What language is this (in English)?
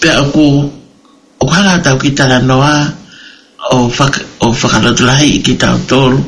Tongan